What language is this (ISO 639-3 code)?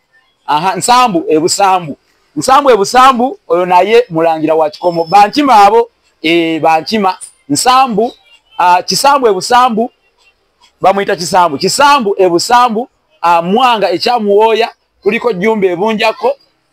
lug